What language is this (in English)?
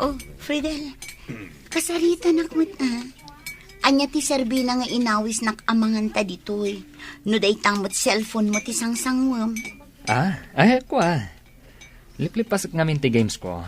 Iloko